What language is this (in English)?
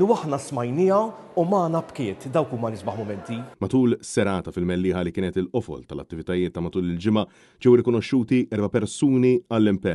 Maltese